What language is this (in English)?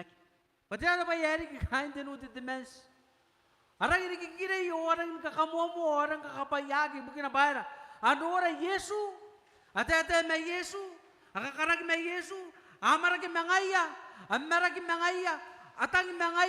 Gilbertese